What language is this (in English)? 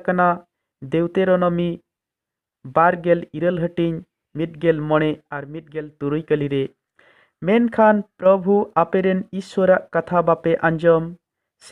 Santali